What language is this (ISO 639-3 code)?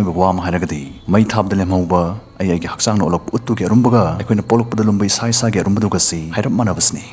mni